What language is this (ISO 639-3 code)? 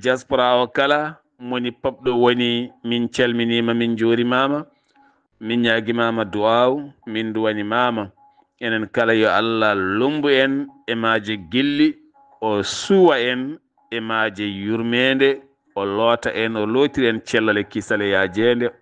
ful